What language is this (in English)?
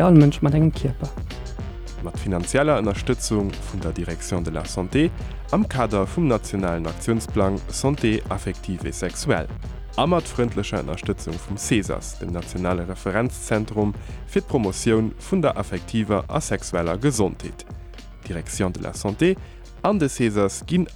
Luxembourgish